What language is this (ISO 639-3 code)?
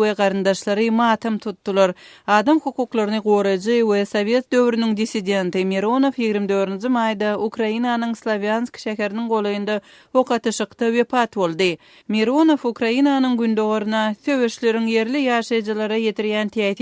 tuk